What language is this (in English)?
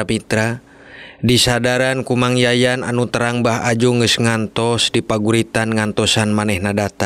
Sundanese